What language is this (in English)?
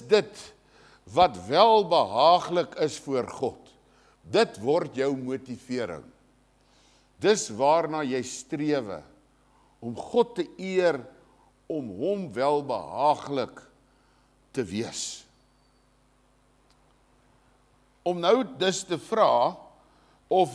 Afrikaans